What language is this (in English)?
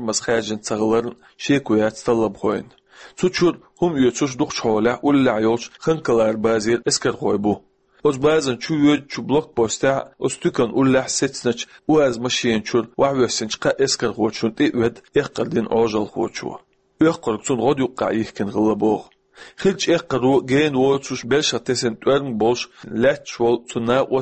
Chechen